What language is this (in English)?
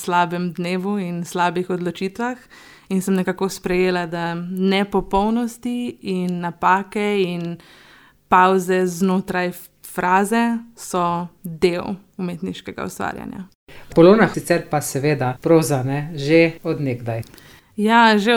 Slovenian